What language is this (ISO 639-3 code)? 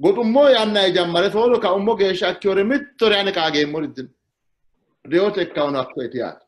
sid